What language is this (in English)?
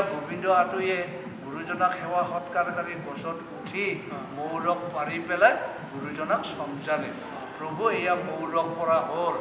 Assamese